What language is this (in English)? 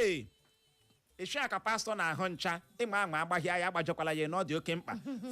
Igbo